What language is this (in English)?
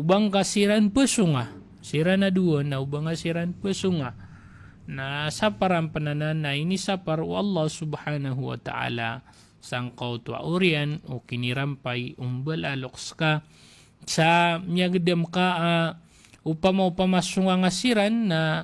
Maranao